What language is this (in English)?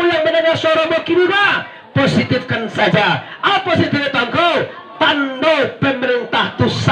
Minangkabau